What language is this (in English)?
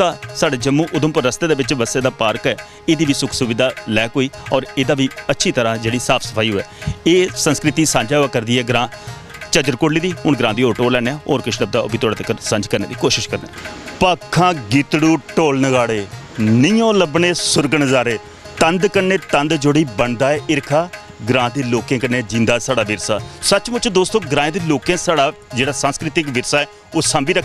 Dogri